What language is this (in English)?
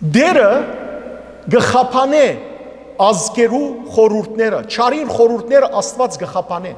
Western Armenian